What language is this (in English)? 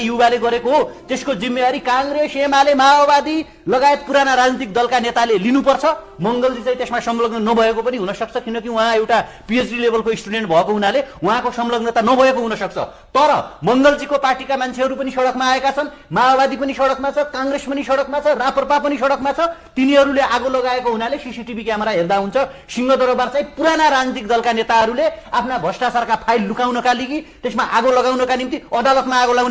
Nepali